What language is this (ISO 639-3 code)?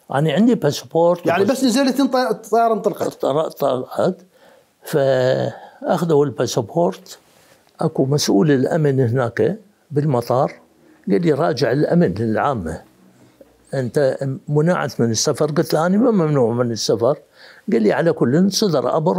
acm